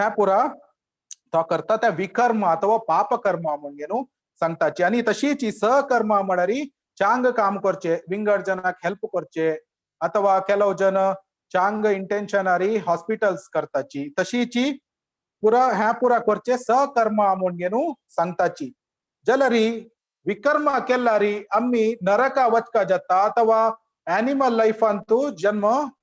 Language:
Konkani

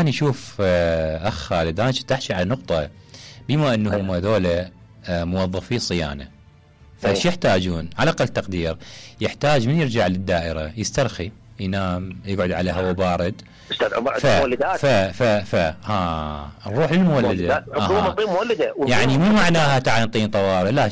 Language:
Mesopotamian Arabic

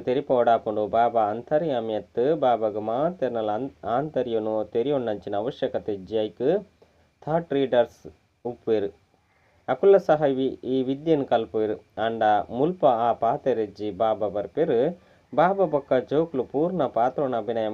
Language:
Tulu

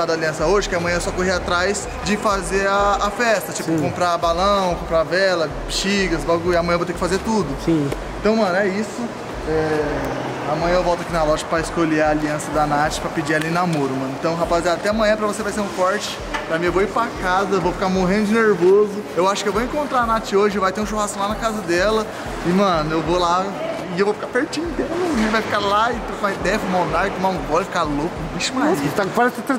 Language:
Portuguese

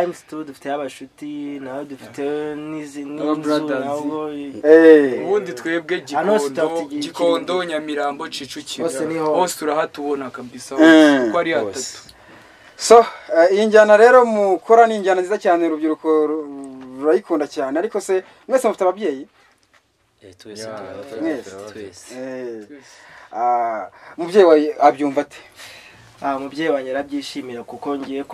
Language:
Kinyarwanda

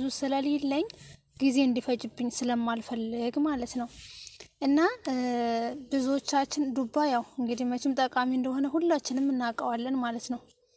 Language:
Amharic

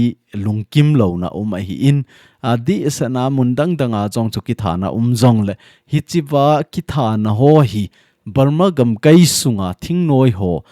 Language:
Thado Chin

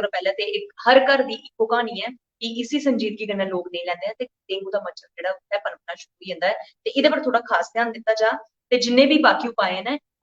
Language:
Dogri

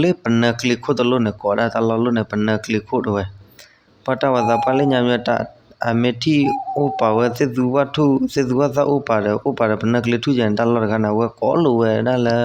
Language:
S'gaw Karen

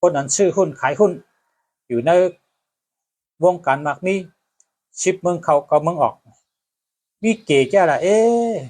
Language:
Shan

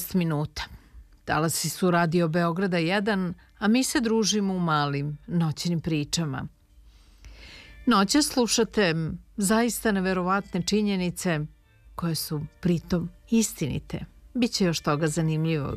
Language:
Serbian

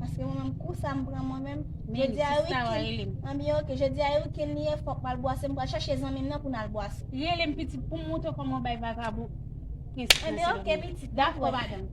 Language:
Haitian Creole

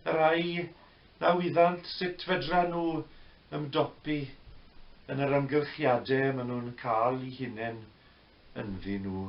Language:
Welsh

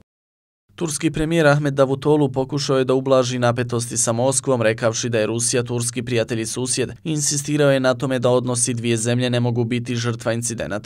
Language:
Bosnian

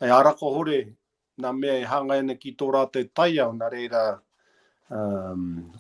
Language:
Māori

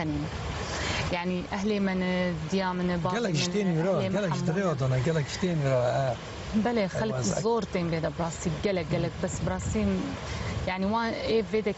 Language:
Kurdish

